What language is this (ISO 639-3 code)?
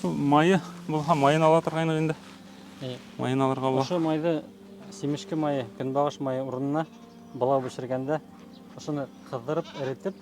bak